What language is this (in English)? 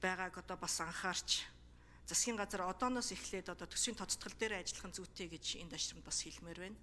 Mongolian